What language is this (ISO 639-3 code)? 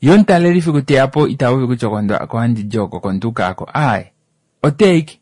kua